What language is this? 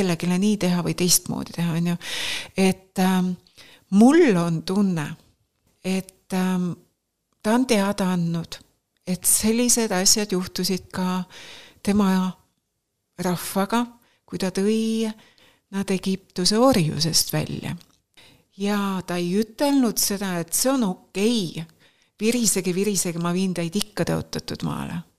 Estonian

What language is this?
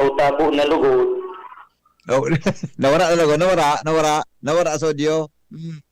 Bikol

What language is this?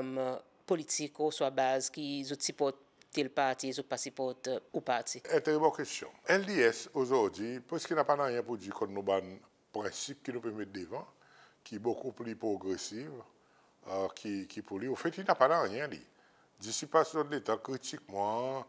Seselwa Creole French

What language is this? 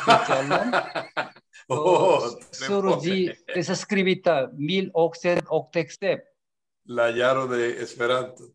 Esperanto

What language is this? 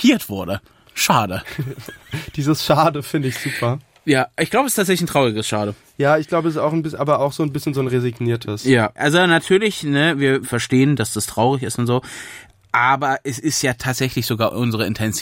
German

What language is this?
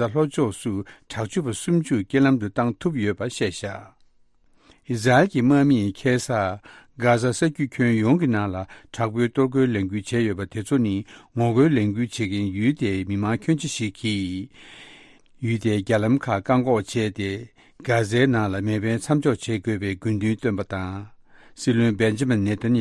Tibetan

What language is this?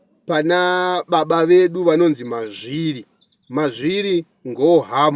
Shona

